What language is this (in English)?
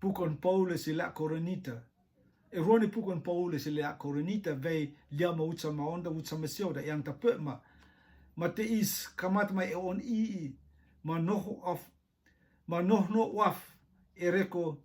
Rotuman